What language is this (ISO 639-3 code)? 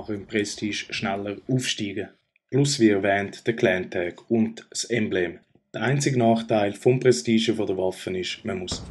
gsw